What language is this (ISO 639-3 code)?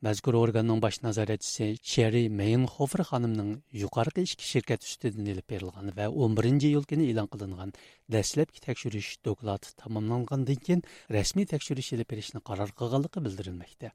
uig